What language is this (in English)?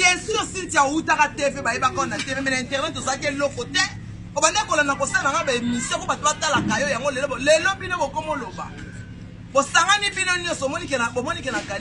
Lingala